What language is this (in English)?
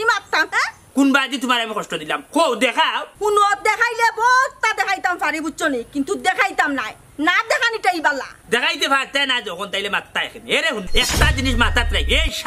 Sylheti